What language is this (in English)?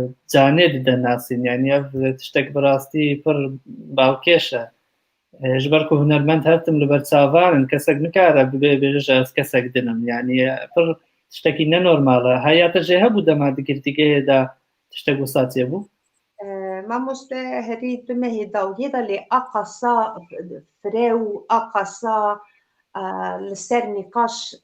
Kurdish